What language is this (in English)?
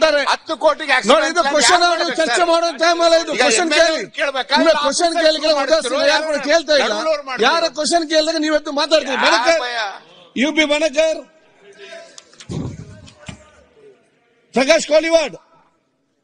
Kannada